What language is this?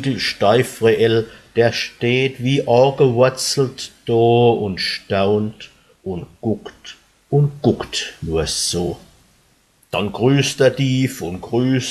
Palatine German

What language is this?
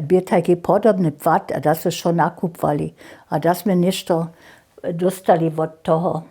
Upper Sorbian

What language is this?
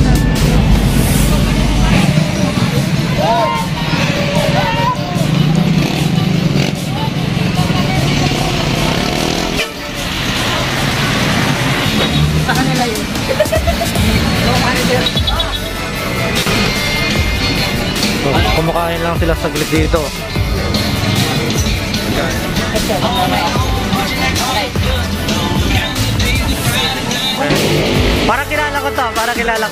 Filipino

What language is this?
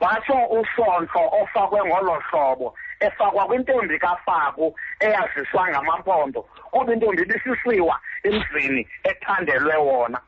Xhosa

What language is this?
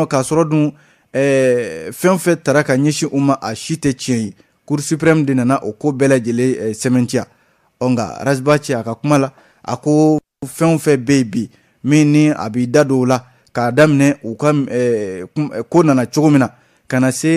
Bambara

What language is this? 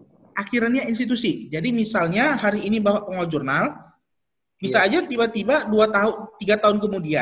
Indonesian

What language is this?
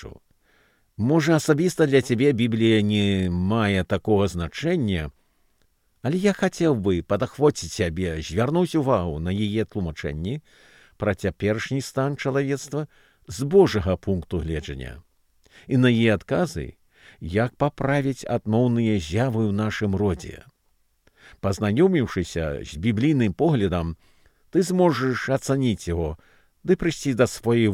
Belarusian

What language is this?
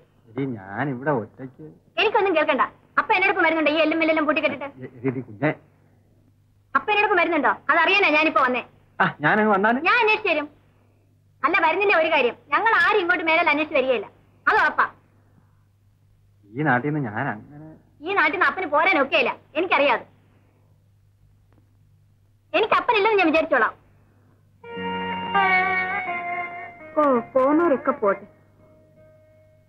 Malayalam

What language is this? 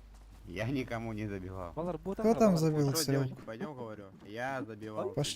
Yakut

